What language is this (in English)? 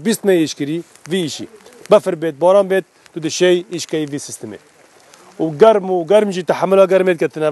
Kurdish